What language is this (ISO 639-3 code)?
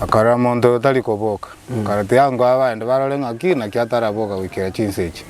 guz